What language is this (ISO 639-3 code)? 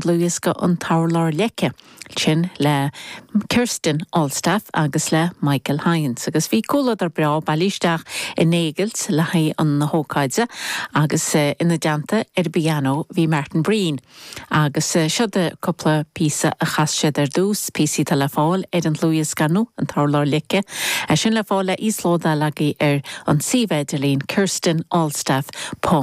gle